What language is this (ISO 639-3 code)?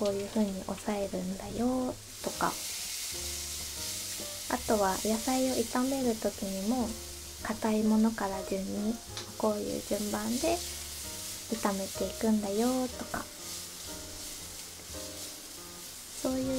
jpn